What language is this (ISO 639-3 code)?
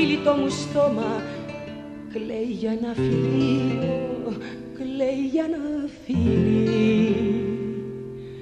ell